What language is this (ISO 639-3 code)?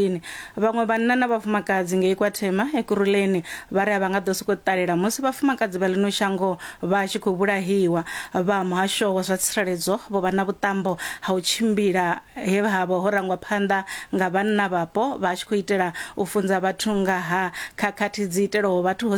ven